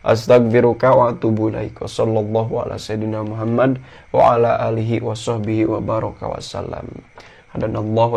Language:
Sundanese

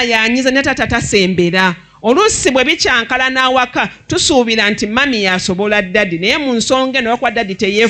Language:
Ganda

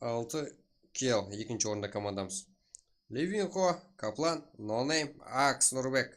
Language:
Kara-Kalpak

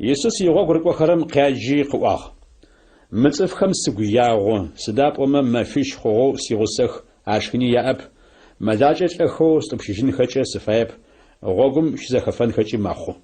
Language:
Adyghe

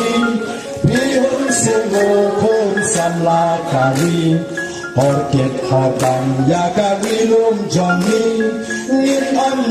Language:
Khasi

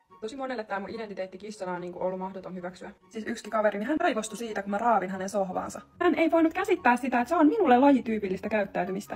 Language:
Finnish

